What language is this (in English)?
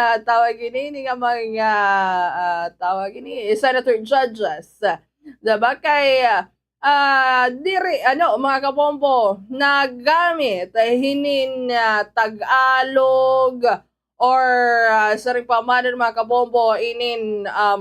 Waray